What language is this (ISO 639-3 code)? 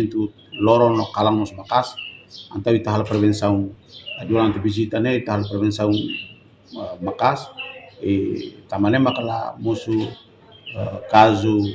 tet